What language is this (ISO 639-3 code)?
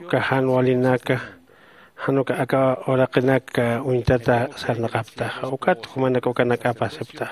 aym